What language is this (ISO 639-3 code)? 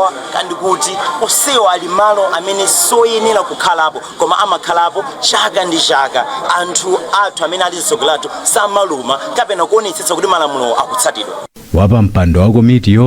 nya